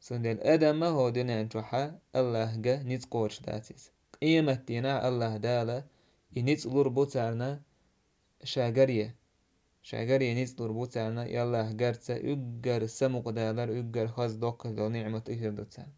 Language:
Chechen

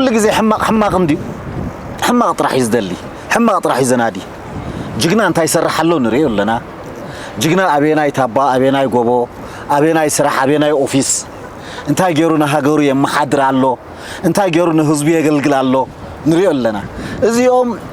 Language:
Tigrinya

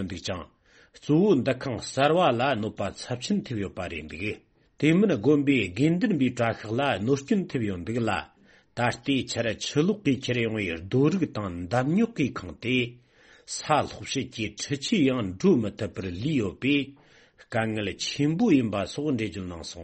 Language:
Tibetan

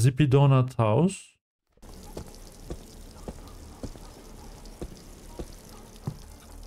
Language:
Turkish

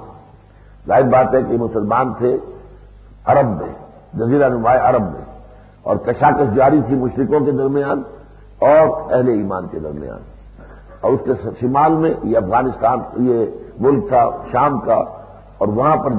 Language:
Urdu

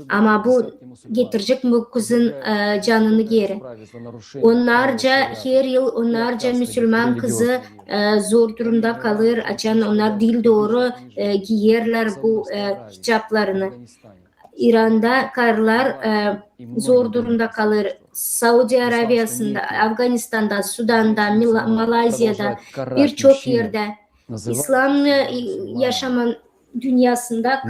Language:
Gagauz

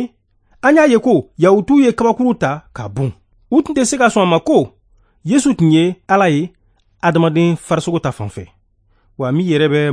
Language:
Bambara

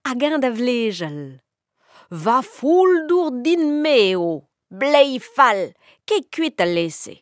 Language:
Breton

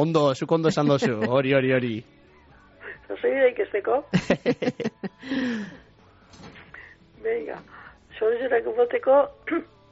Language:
Basque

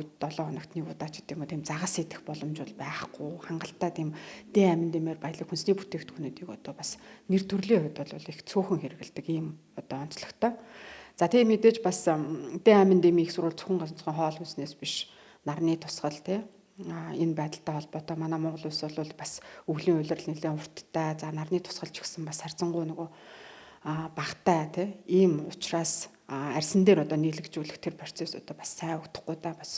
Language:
Mongolian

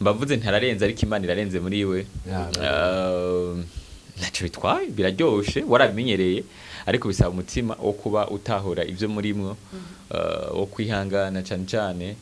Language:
Rundi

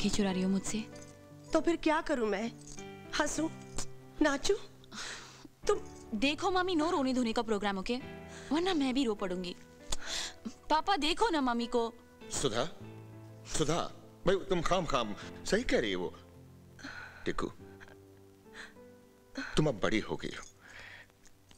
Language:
Hindi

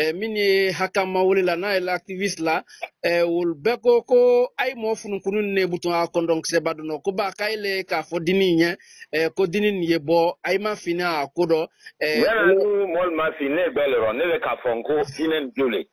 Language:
Bambara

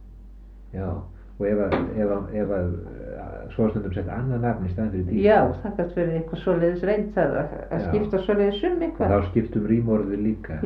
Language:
Icelandic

